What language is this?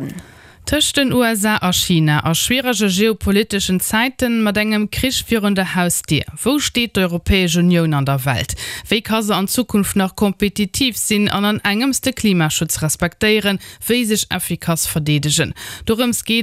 Luxembourgish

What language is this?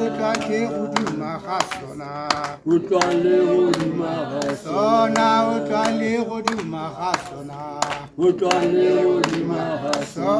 Tswana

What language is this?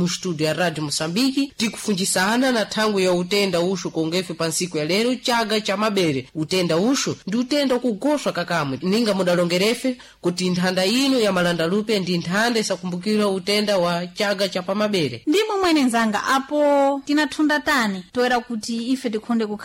Sena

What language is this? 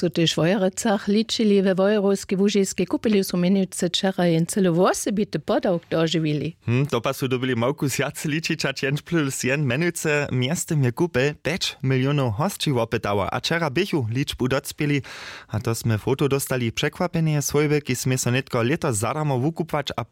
Upper Sorbian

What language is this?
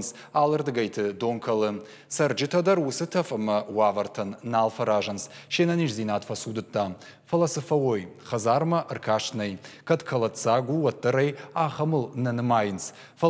Ossetic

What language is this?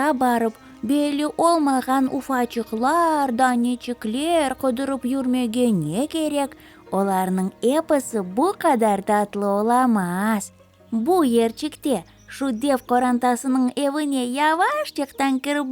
Crimean Tatar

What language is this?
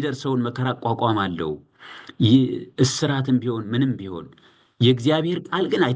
Amharic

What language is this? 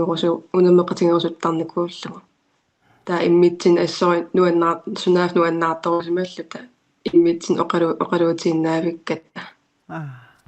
Kalaallisut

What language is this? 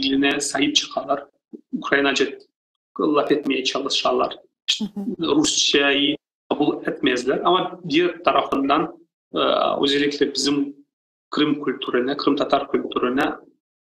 Crimean Tatar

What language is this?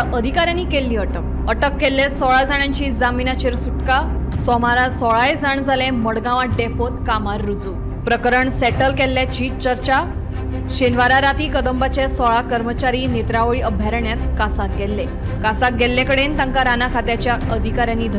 Konkani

